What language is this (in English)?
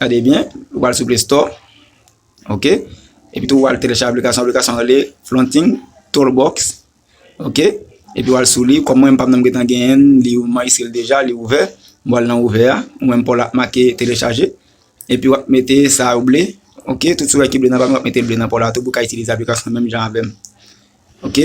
Haitian Creole